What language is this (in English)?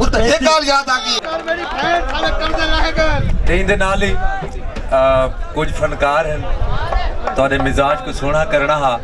Saraiki